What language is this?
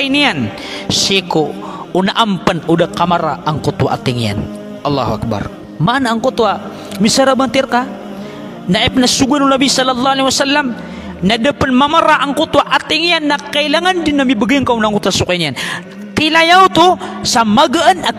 Maranao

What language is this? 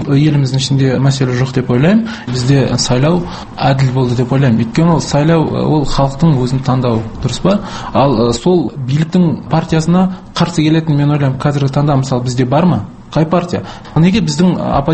Kazakh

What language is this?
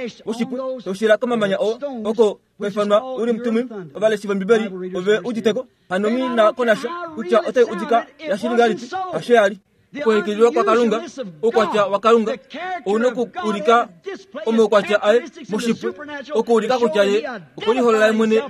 Kuanyama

